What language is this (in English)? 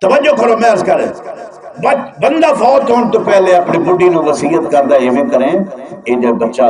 Saraiki